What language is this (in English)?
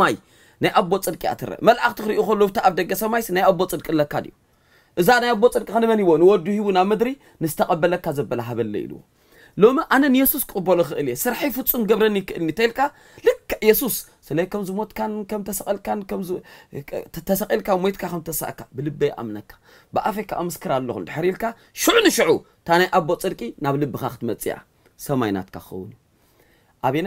Tigrinya